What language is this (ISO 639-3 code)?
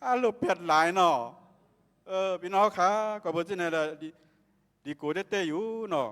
shn